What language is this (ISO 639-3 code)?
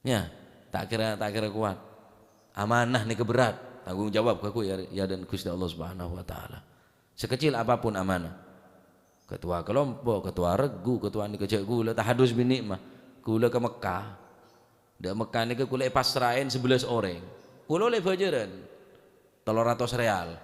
mad